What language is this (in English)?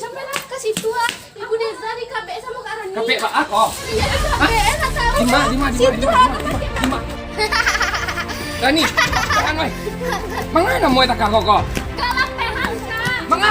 Minangkabau